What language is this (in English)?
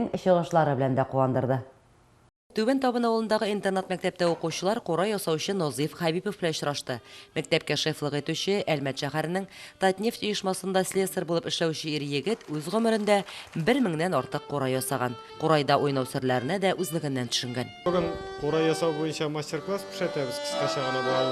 Tatar